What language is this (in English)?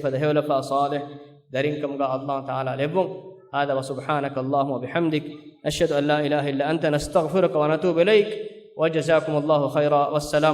Divehi